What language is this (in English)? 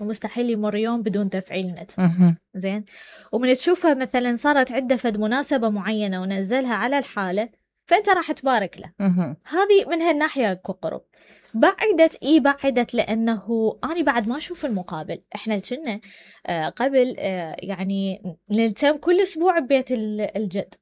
Mesopotamian Arabic